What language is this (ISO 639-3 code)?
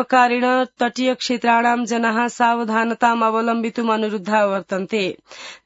san